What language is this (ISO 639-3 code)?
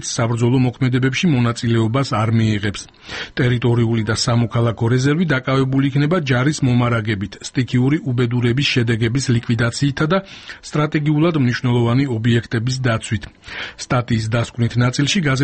kat